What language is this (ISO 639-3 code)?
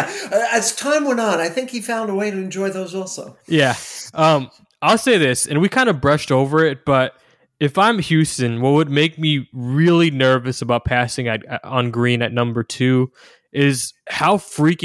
eng